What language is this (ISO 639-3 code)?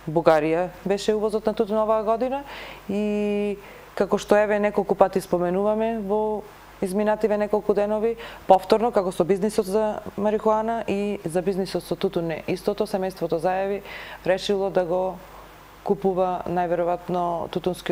mkd